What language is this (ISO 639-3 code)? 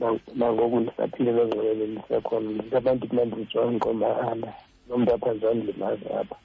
xho